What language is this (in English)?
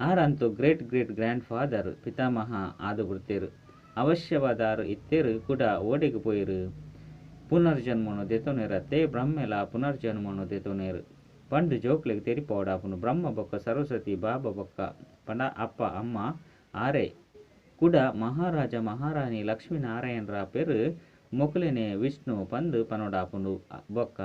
Tulu